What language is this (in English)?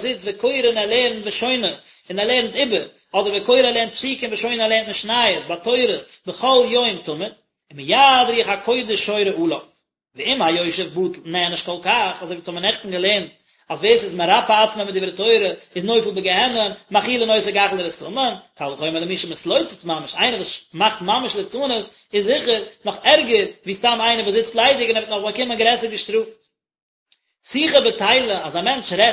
Yiddish